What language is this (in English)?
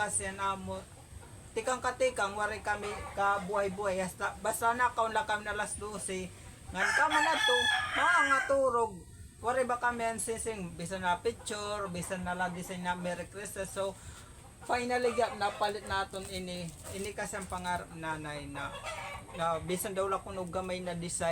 Waray